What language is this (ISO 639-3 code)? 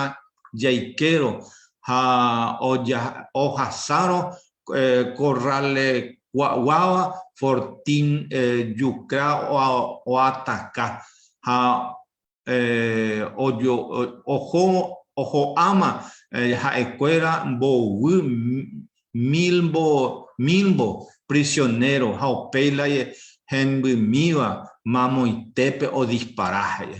grn